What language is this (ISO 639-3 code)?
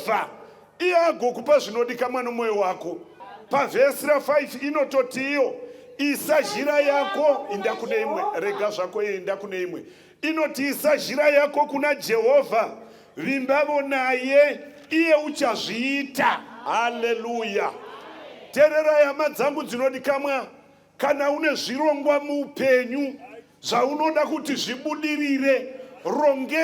sna